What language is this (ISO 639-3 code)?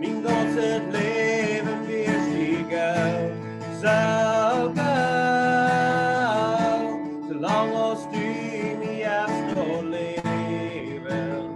pdt